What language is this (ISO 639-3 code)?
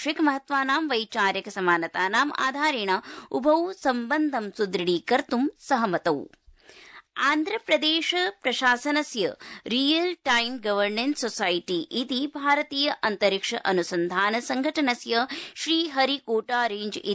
san